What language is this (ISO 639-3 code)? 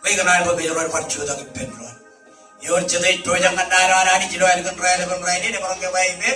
mah